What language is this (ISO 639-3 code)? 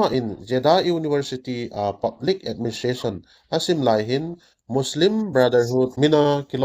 tcz